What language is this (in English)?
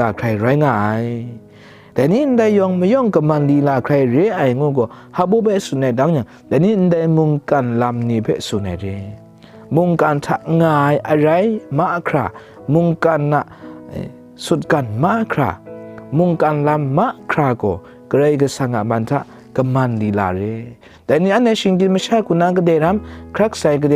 Kachin